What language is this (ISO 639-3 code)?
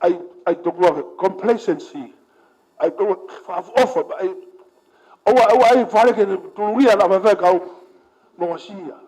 ton